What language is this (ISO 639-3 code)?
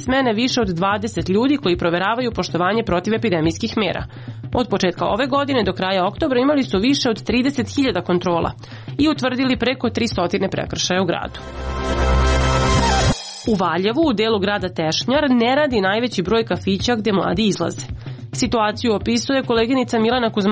srp